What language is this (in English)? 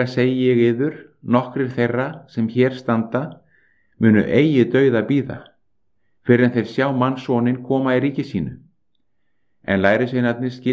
Icelandic